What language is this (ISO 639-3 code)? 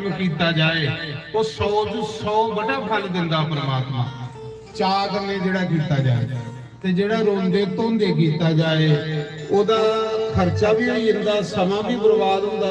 doi